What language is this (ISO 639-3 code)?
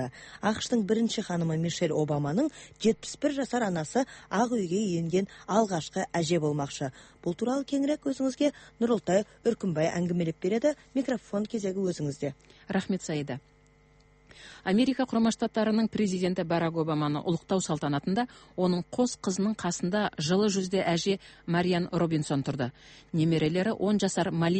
kaz